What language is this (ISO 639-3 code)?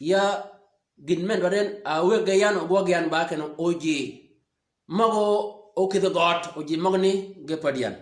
shk